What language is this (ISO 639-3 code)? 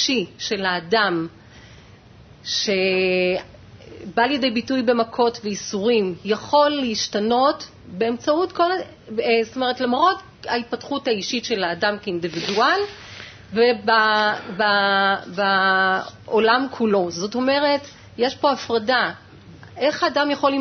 heb